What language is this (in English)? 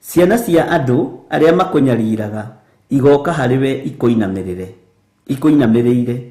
Kikuyu